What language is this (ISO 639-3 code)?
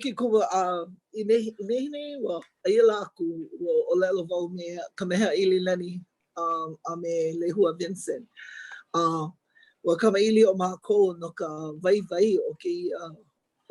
haw